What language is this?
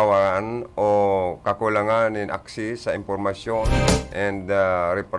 Bikol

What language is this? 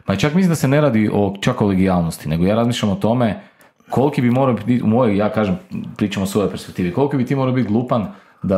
Croatian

